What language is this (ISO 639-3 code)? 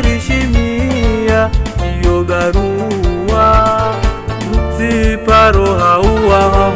zdj